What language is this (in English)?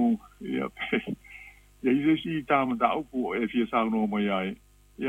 Samoan